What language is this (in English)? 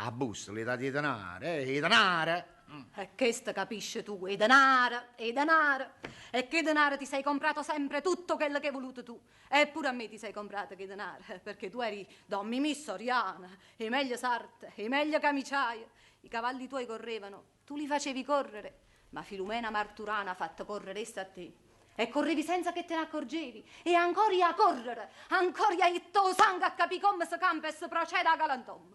Neapolitan